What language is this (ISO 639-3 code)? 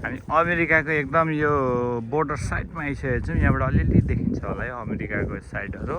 nep